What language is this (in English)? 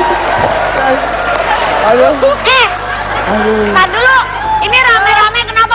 Indonesian